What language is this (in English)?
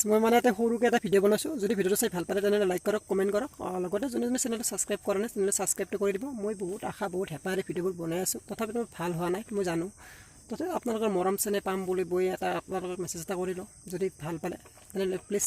Assamese